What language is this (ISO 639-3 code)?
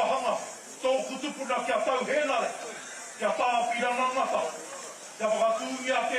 mri